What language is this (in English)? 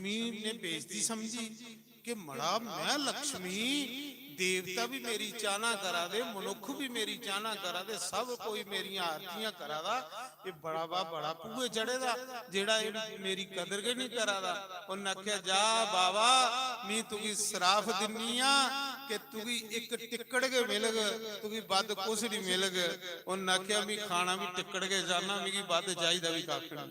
Dogri